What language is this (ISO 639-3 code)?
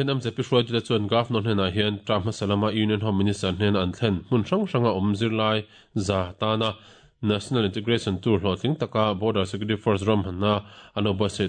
lus